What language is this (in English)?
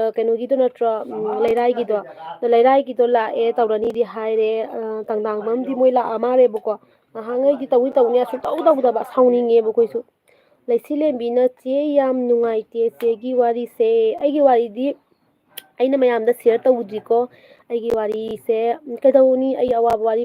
Manipuri